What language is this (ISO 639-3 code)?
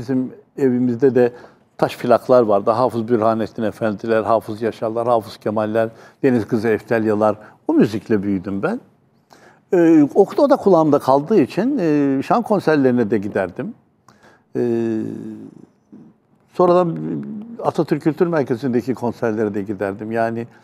tur